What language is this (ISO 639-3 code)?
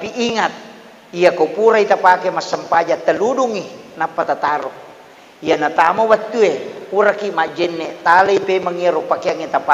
bug